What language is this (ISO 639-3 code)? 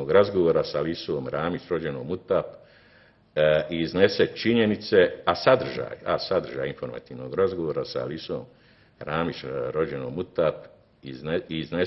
bos